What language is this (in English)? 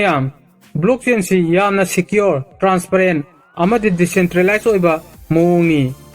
Manipuri